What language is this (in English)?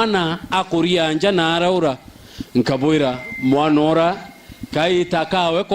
Meru